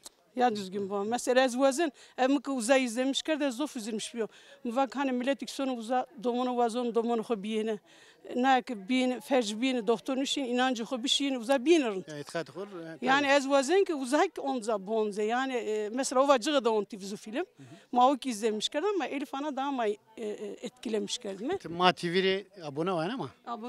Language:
Zaza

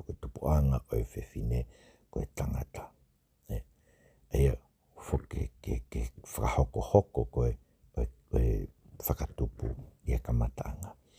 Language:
Tongan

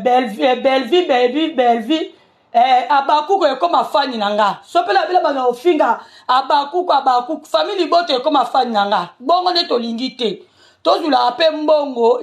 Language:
Lingala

